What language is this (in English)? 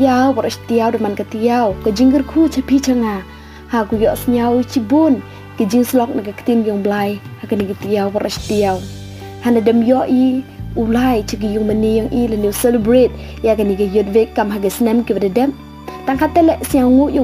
Pnar